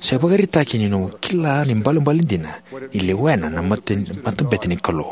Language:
Fijian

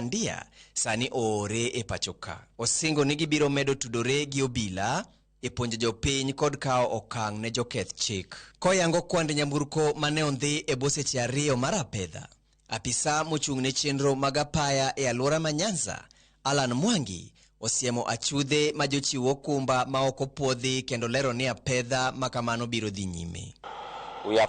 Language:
Luo (Kenya and Tanzania)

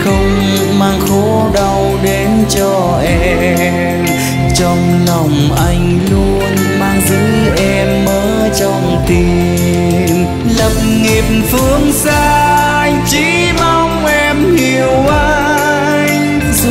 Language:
Vietnamese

